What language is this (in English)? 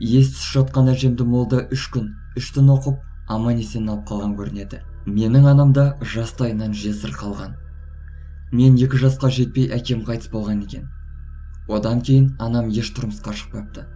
Kazakh